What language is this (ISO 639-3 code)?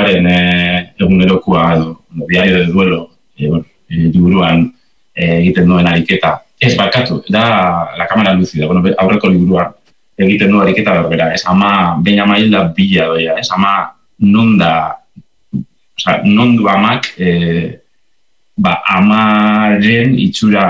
eus